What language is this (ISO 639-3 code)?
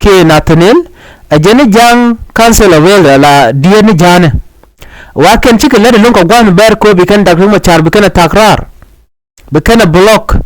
nus